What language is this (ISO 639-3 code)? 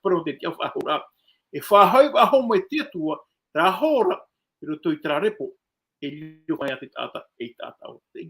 tah